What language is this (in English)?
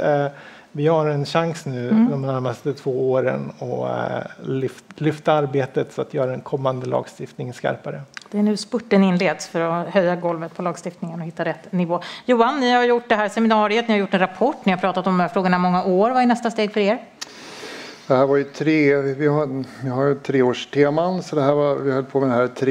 Swedish